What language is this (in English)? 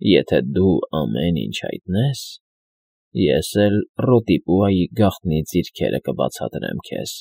Armenian